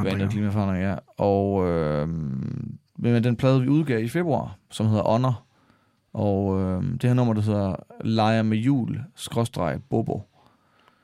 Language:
Danish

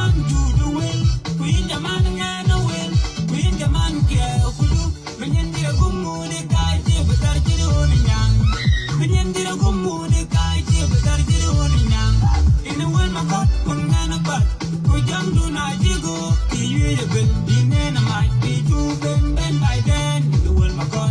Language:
Nuer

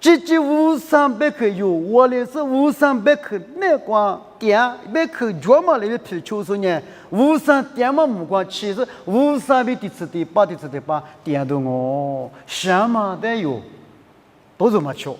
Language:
Lisu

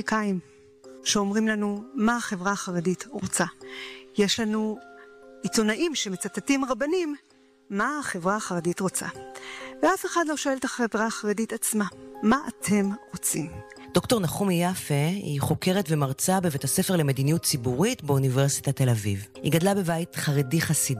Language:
Hebrew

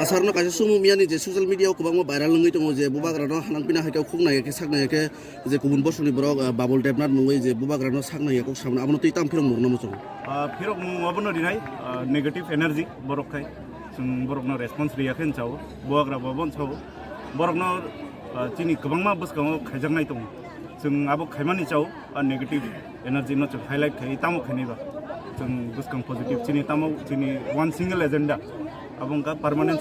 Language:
Kok Borok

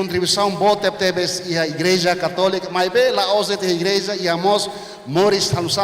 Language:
Tetum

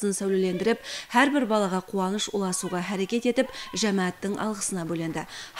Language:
Kara-Kalpak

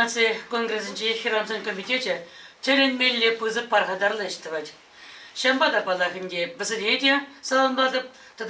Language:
Chuvash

